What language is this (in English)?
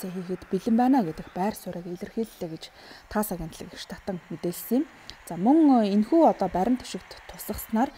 Mongolian